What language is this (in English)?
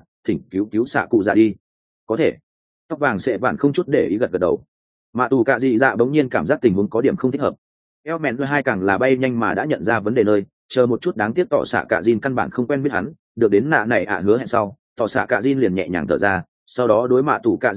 Vietnamese